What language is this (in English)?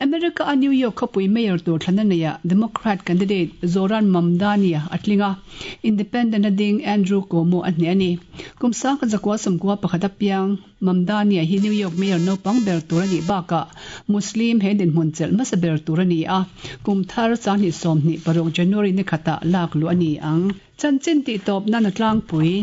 Mizo